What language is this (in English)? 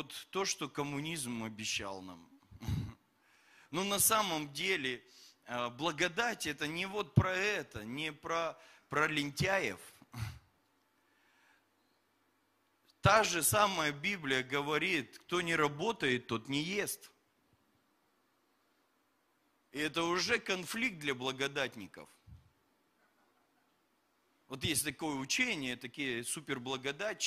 Russian